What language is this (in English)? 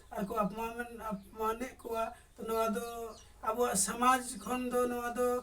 Santali